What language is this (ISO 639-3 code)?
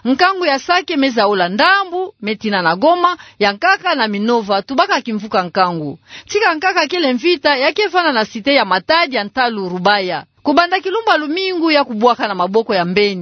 ktu